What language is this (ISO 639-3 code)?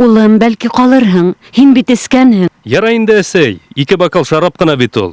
bak